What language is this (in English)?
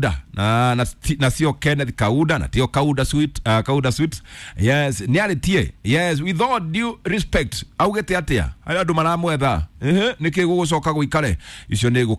Kikuyu